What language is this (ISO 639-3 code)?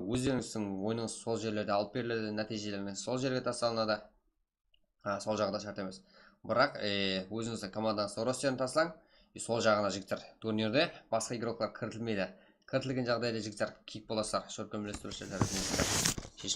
kaa